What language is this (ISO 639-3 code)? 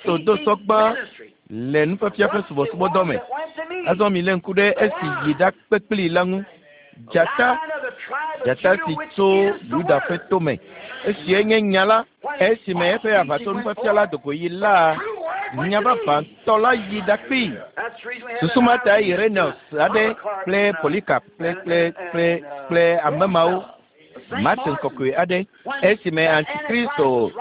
ewe